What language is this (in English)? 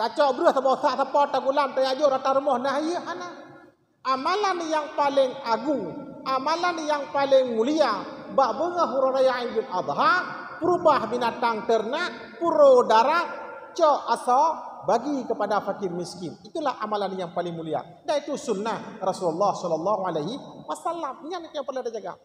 Achinese